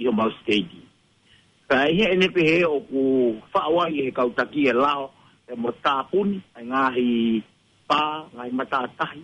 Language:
Tongan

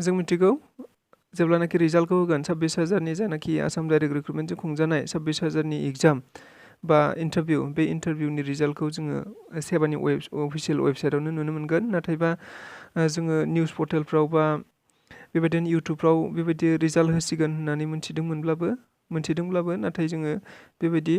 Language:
Bodo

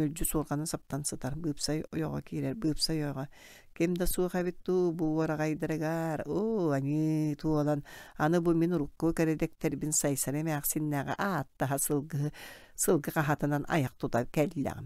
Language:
Yakut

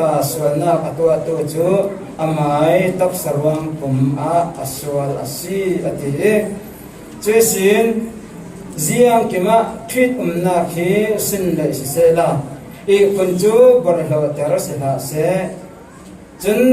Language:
Falam Chin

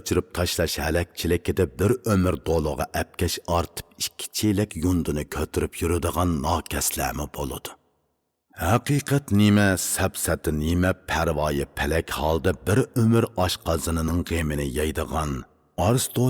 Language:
Uyghur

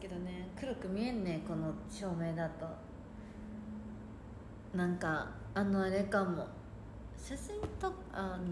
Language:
Japanese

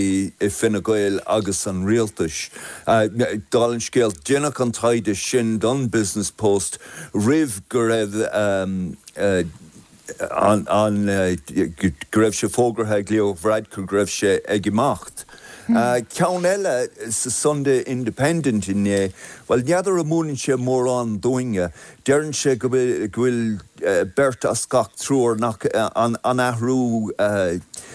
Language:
Irish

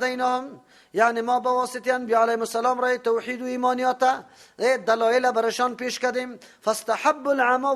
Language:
Persian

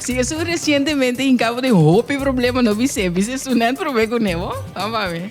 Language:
Papiamento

